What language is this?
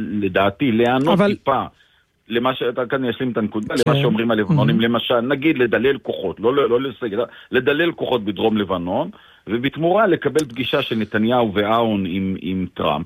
Hebrew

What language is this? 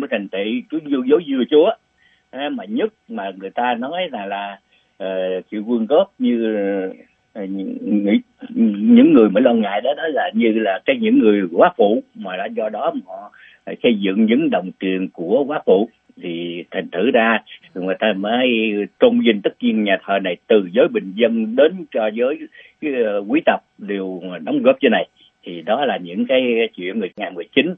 Vietnamese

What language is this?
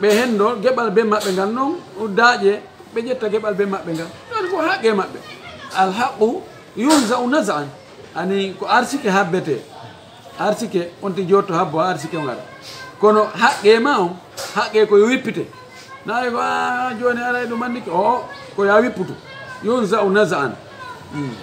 Fula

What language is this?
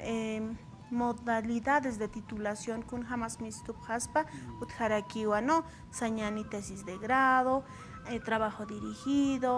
Aymara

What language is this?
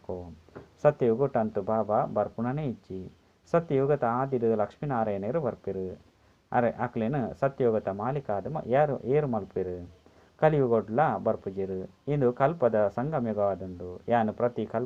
Tulu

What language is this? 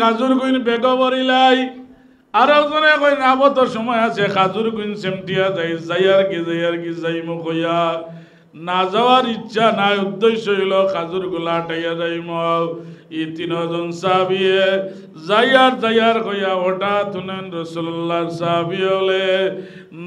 Sylheti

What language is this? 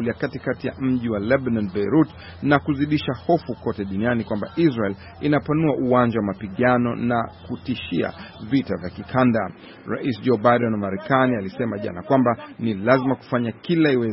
Swahili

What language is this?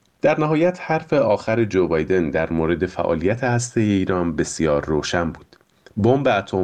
Persian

